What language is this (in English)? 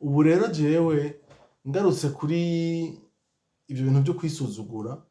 Rundi